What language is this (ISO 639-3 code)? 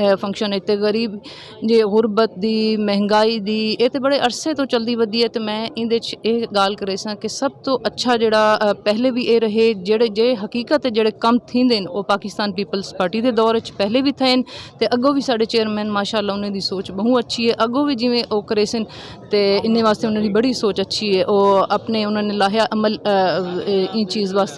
skr